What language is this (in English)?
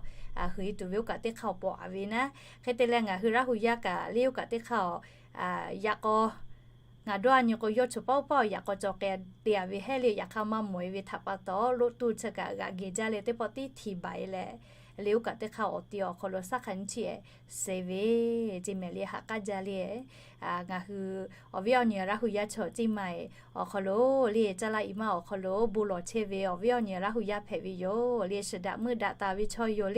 Lahu